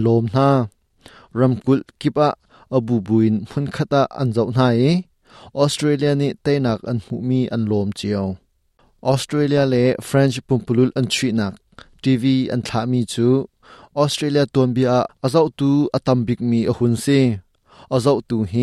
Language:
Hakha Chin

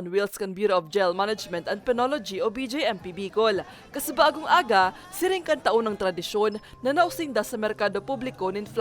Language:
Bikol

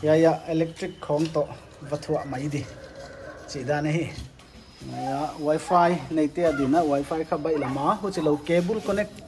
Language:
Paite Chin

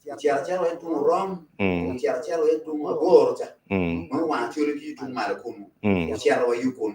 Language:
Acoli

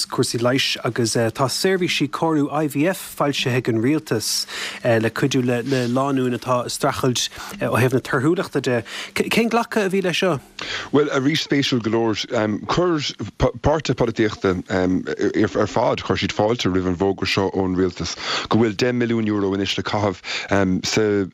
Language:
Irish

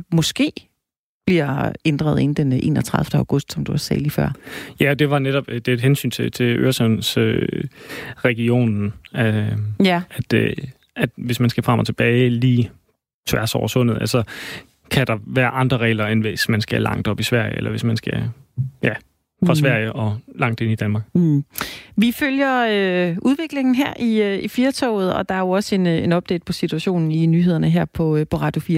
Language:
Danish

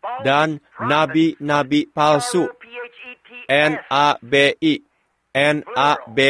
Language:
Indonesian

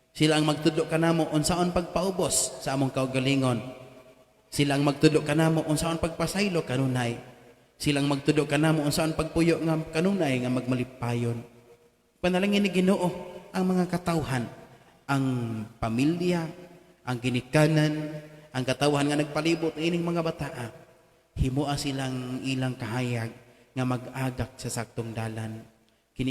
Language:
Cebuano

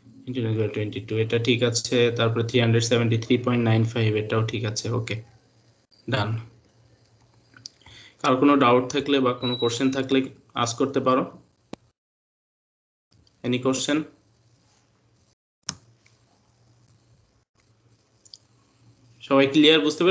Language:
Bangla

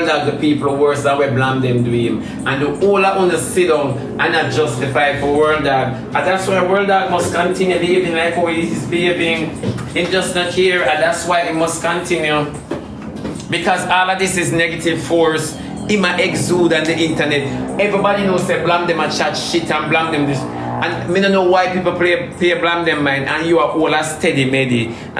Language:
Jamaican Creole English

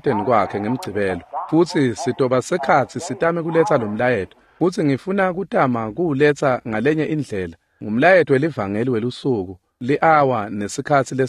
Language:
Swati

